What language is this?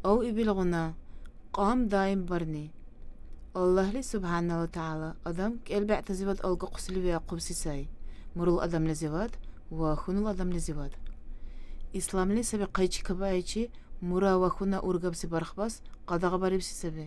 Dargwa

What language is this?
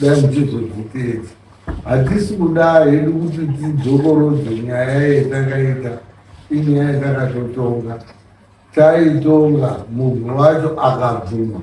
Shona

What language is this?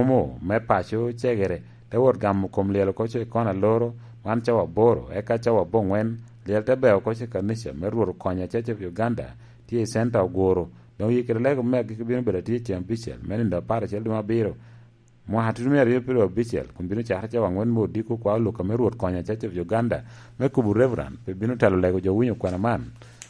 Lango (Uganda)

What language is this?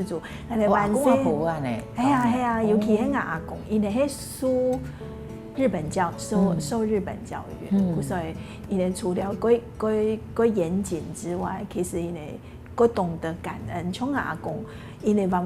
Hakka Chinese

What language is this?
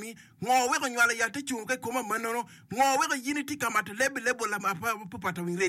Acoli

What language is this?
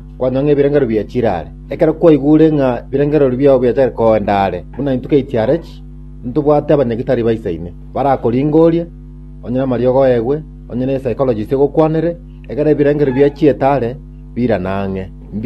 Gusii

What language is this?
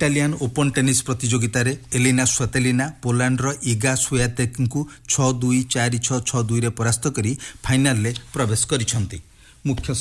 Odia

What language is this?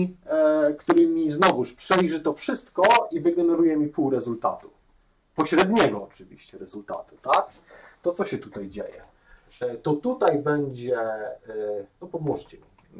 Polish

